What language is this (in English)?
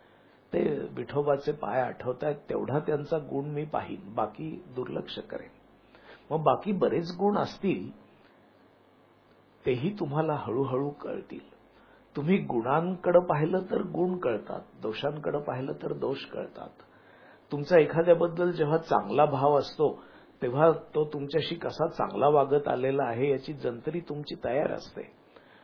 Marathi